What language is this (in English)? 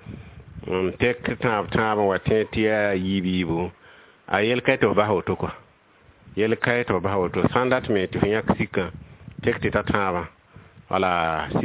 Mossi